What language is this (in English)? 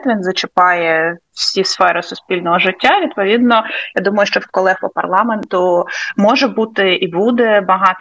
Ukrainian